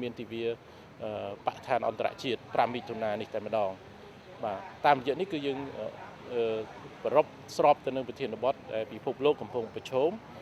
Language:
Khmer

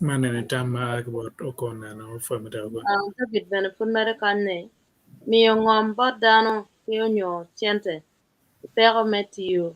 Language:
Acoli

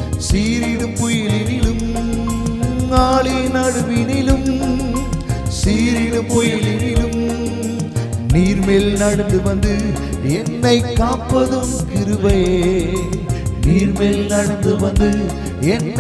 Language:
Tamil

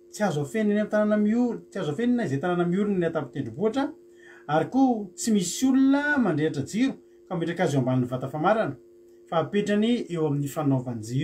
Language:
Malagasy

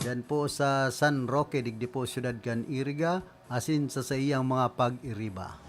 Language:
Bikol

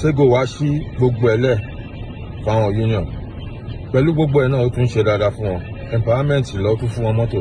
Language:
Yoruba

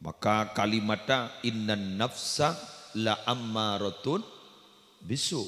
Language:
Madurese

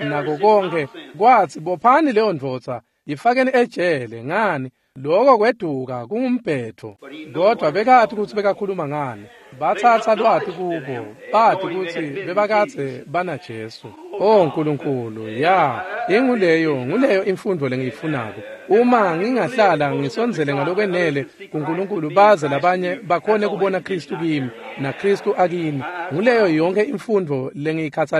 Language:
Swati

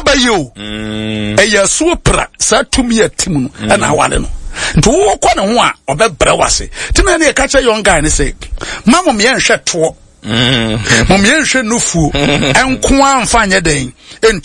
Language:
Akan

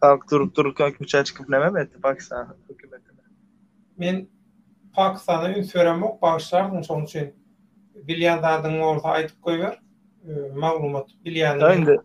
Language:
Turkmen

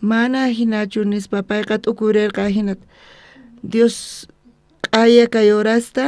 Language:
South Bolivian Quechua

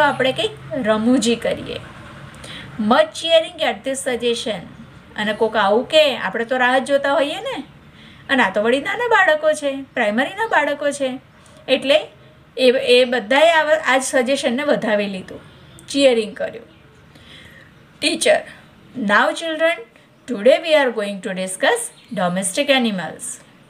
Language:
Gujarati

